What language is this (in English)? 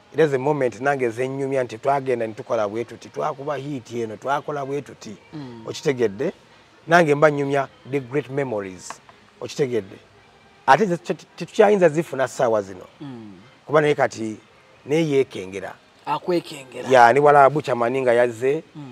Ganda